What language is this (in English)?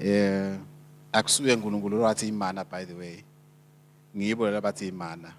Swati